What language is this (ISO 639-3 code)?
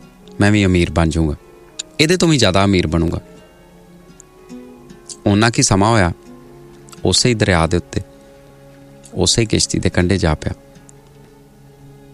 pan